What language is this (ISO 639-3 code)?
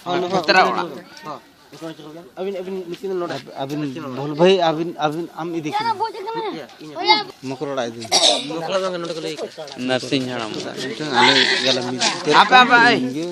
sat